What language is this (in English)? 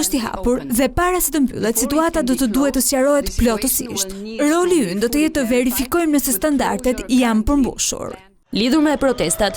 Albanian